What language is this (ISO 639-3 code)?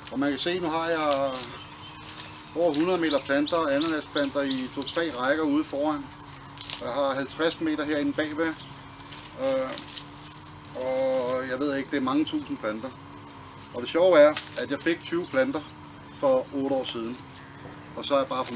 dan